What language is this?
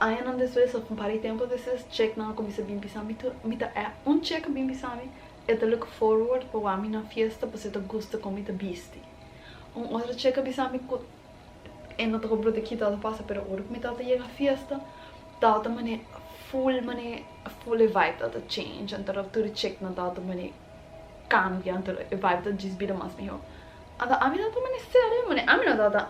Papiamento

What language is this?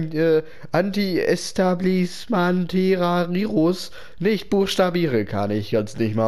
German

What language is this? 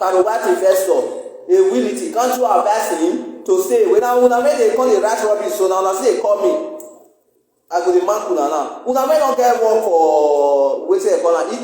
Nigerian Pidgin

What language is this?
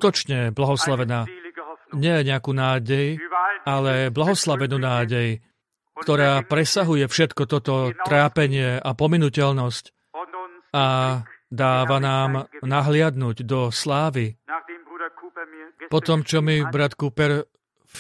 Slovak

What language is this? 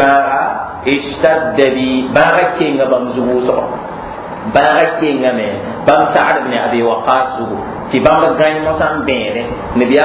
Mossi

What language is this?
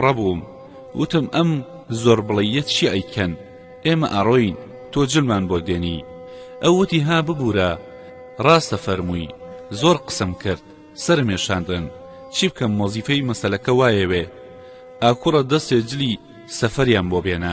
Central Kurdish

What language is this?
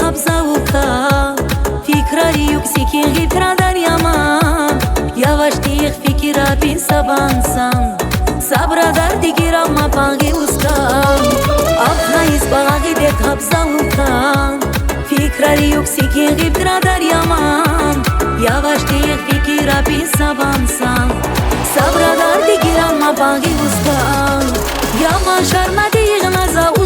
Tabassaran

